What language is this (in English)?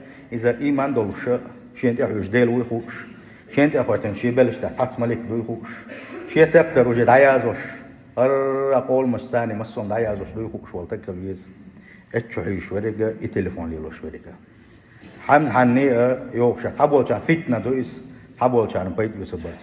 Chechen